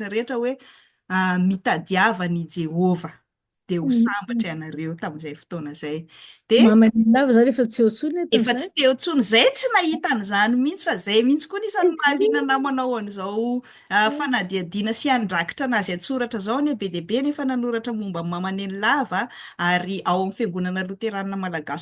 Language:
Malagasy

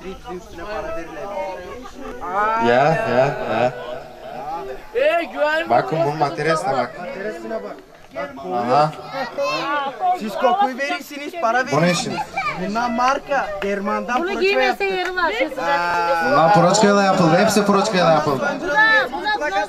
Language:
Turkish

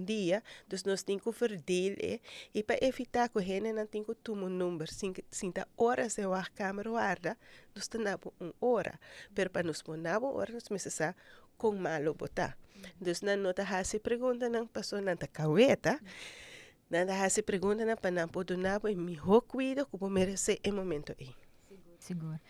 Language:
Papiamento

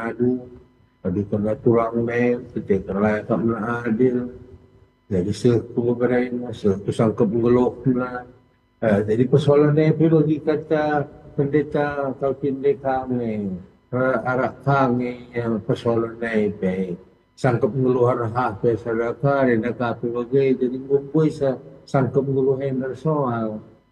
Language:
Batak Karo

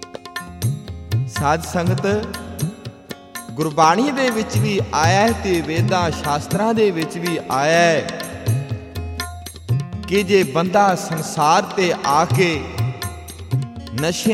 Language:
Punjabi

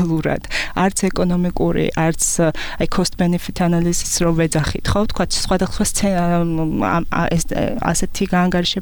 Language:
Georgian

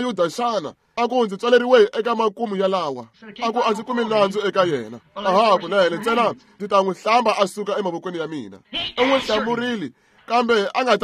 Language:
Tsonga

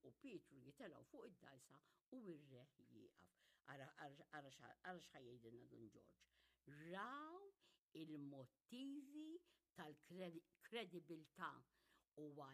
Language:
Maltese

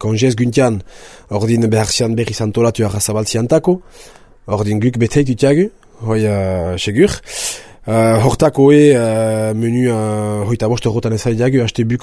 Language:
Basque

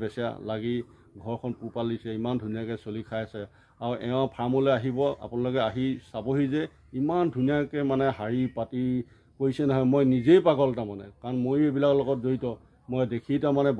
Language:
Assamese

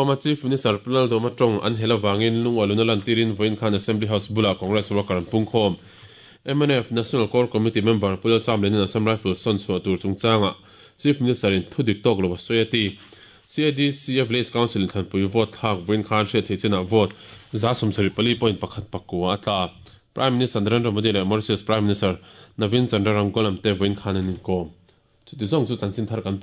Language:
Mizo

